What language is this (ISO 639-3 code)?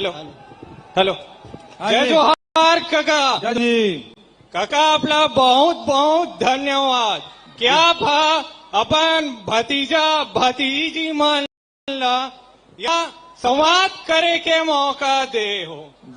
hne